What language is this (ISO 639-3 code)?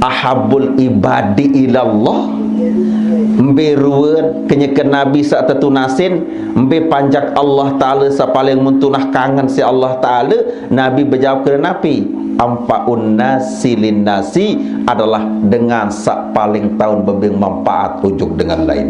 sas